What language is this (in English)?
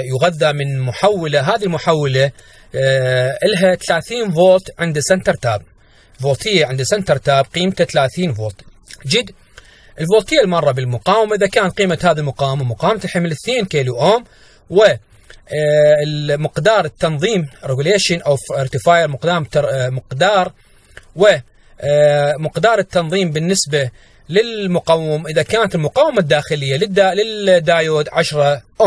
Arabic